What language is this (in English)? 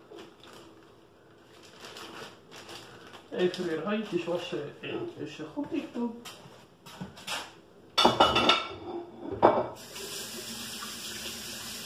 Dutch